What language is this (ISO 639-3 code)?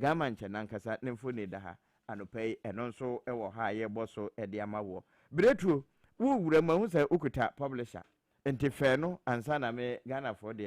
aka